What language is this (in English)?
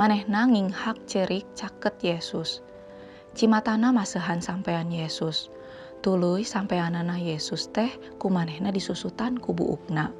Sundanese